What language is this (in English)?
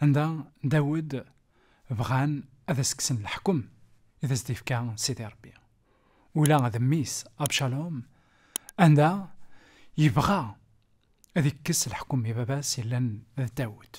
Kabyle